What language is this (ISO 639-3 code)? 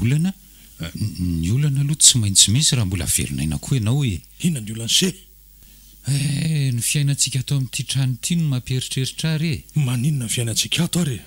mlg